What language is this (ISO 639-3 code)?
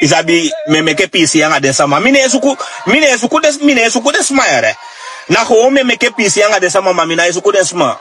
srn